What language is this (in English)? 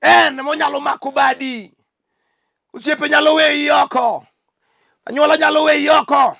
Luo (Kenya and Tanzania)